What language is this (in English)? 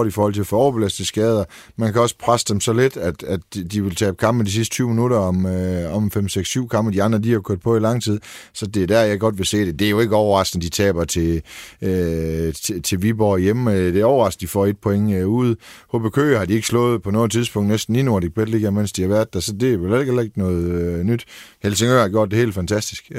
Danish